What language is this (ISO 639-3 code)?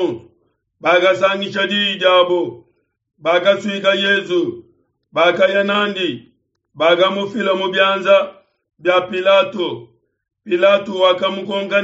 lua